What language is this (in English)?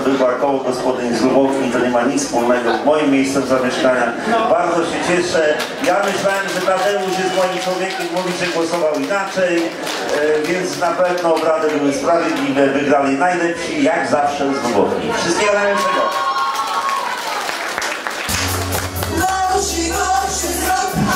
Polish